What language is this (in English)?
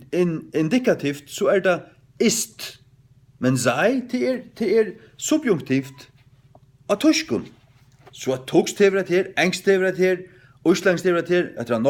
Faroese